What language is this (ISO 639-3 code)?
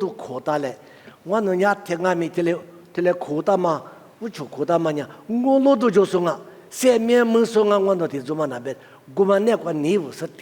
lis